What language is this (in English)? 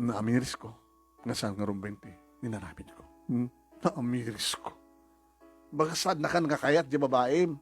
Iloko